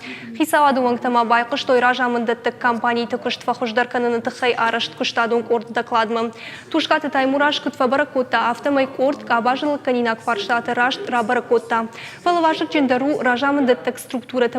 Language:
Ossetic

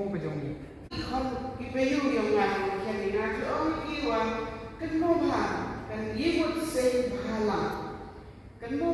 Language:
Khasi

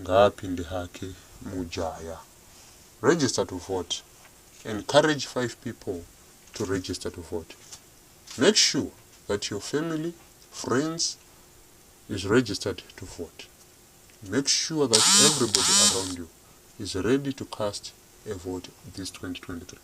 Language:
Shona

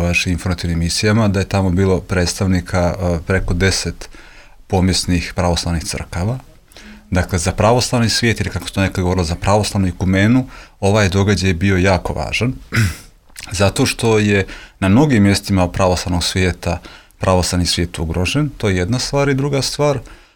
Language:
Croatian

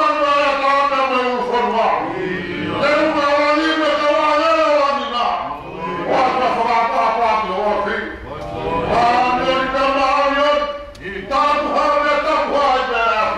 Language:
Tongan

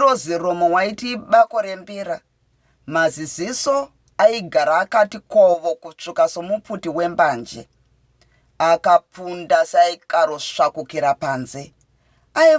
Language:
Shona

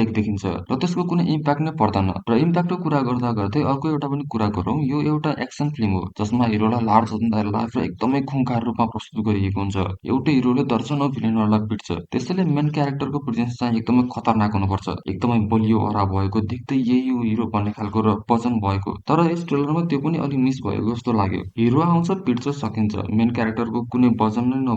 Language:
Nepali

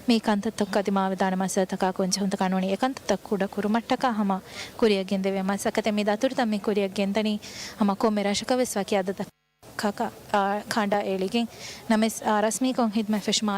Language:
Divehi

